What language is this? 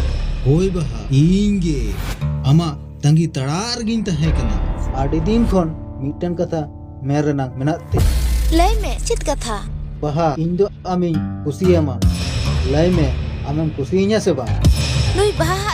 Santali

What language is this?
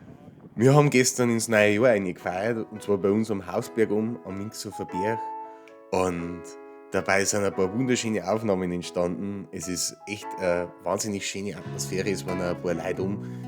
Bavarian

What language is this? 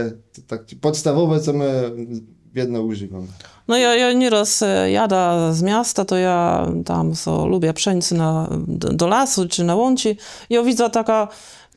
Kashubian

